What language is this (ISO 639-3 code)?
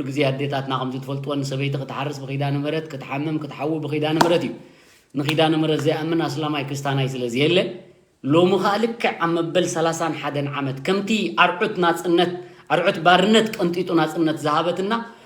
tir